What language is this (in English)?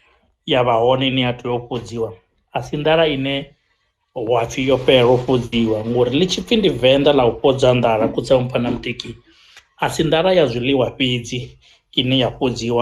Venda